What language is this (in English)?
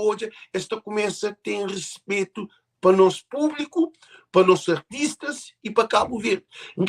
Kabuverdianu